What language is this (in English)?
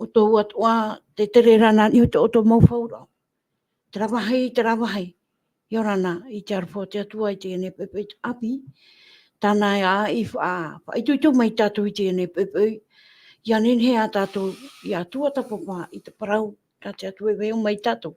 Tahitian